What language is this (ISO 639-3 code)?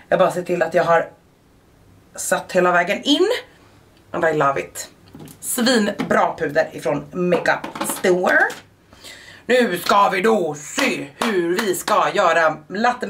swe